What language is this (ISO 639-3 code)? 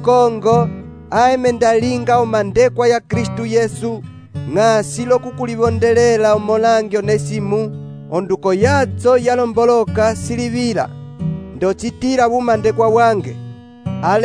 umb